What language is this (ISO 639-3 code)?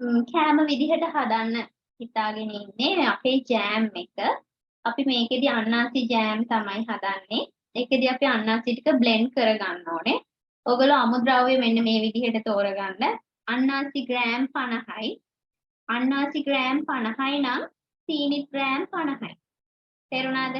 sin